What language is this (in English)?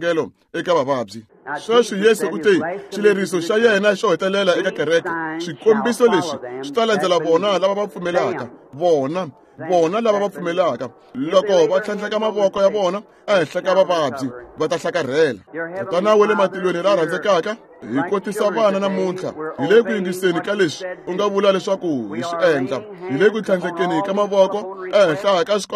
Tsonga